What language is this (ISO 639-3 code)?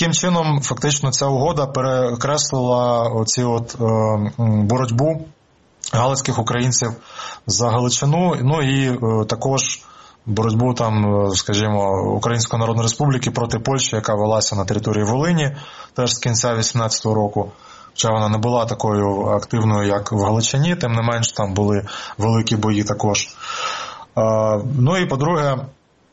ukr